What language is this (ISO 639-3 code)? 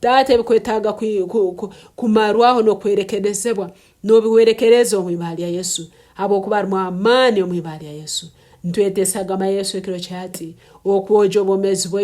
ttj